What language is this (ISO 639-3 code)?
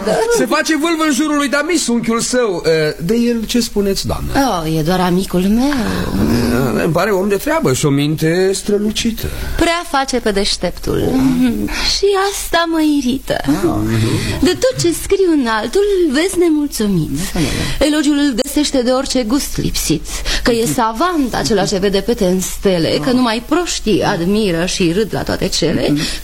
ron